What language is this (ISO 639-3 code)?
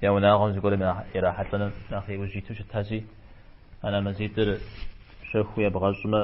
kbd